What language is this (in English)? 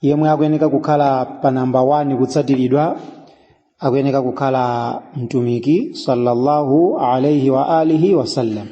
Nyanja